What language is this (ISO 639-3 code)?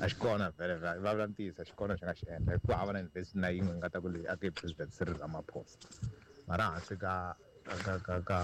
tso